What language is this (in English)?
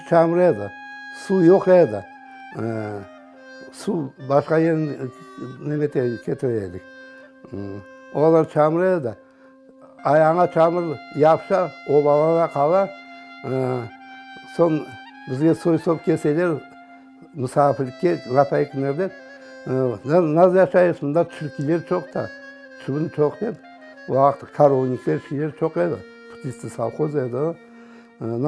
Crimean Tatar